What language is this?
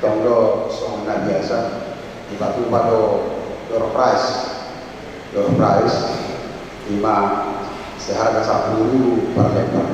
Batak Toba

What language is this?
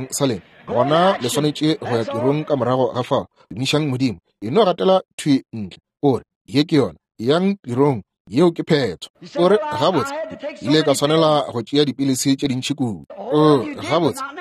Northern Sotho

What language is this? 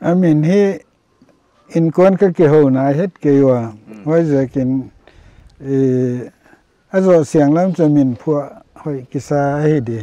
Paite Chin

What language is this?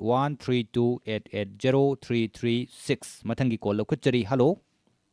Manipuri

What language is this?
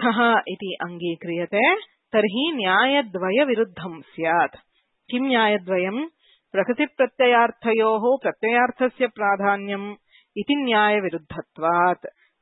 Sanskrit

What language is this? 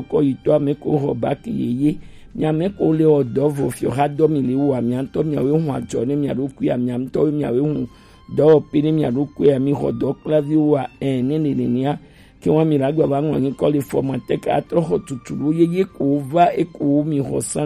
Gen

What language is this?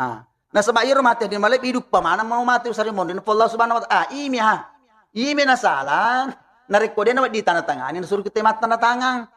Buginese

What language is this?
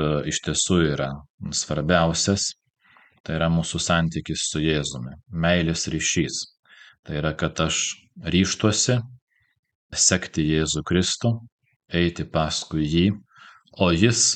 Lithuanian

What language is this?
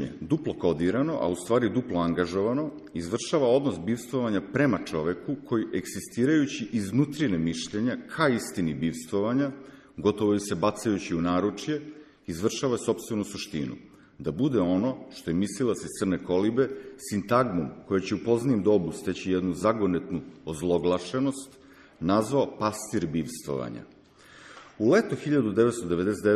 Serbian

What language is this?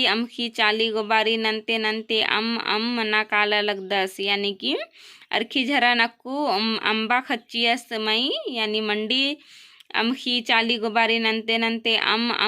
Kurukh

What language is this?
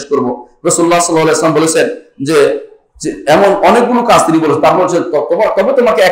Bangla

